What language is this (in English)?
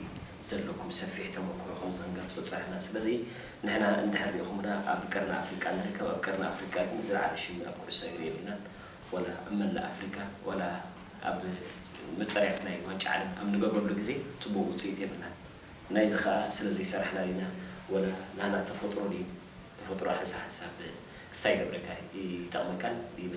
Tigrinya